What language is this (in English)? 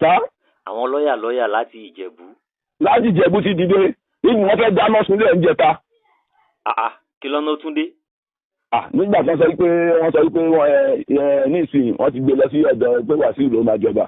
Yoruba